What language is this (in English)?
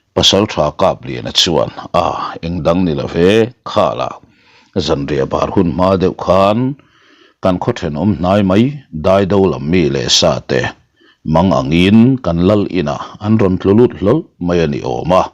Mizo